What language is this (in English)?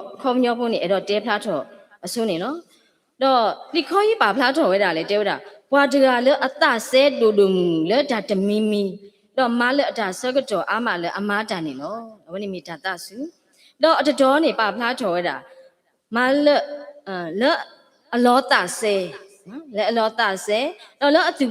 S'gaw Karen